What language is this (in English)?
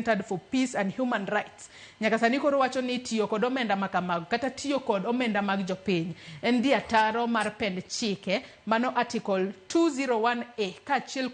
Luo (Kenya and Tanzania)